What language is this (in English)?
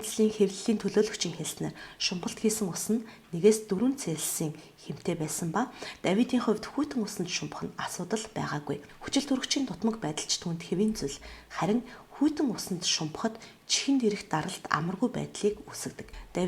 Mongolian